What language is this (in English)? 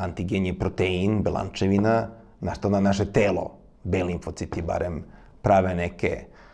Serbian